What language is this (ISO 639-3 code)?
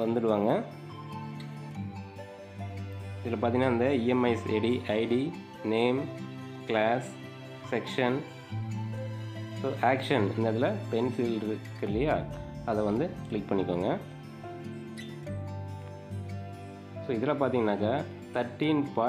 tam